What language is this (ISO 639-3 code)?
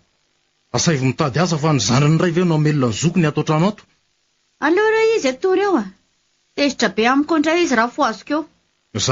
mlg